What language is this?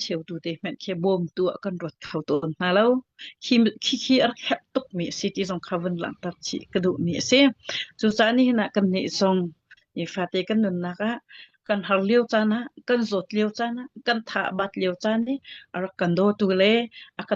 Hakha Chin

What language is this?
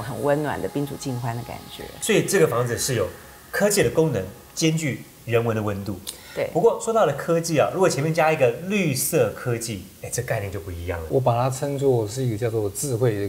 Chinese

